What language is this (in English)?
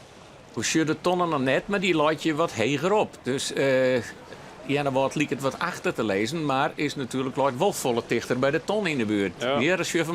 Western Frisian